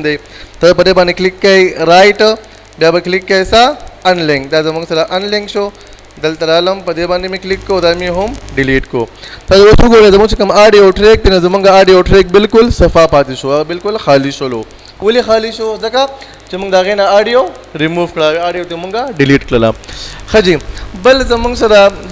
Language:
Pashto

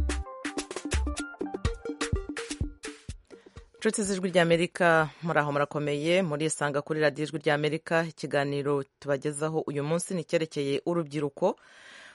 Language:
Kinyarwanda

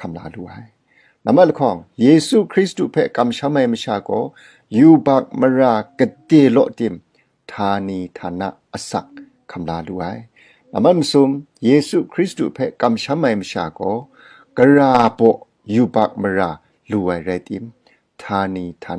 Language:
Kachin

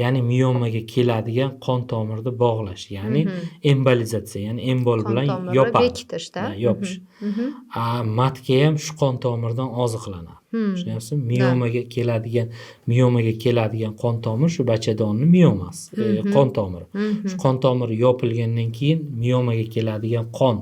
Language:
Uzbek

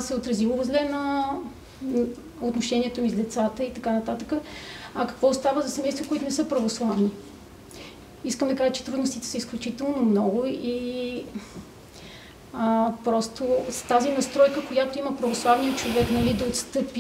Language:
Bulgarian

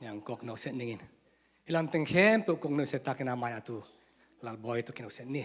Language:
Tedim Chin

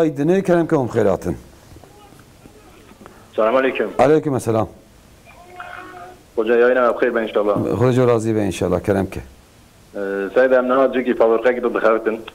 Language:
Turkish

